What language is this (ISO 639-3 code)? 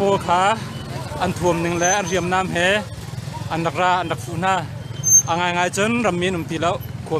cnh